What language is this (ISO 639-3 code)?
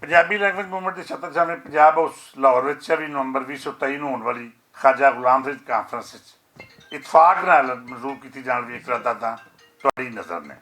lah